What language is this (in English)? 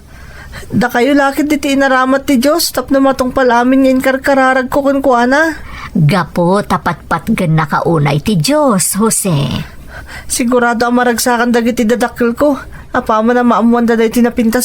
Iloko